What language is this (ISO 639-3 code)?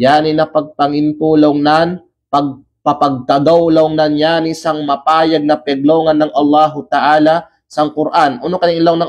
kqe